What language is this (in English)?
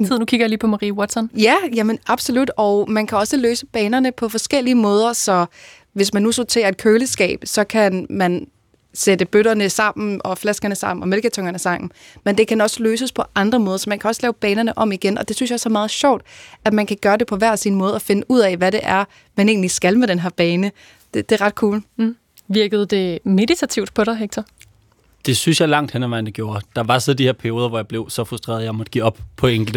Danish